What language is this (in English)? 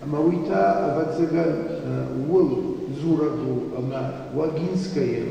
Ossetic